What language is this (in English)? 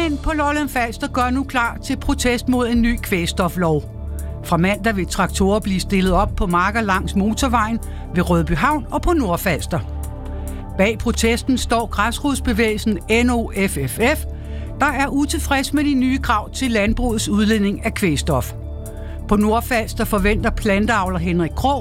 Danish